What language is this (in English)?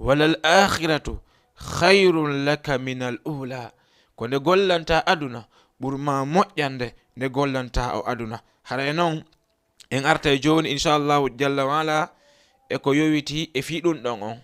Fula